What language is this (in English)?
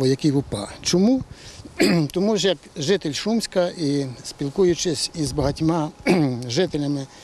Ukrainian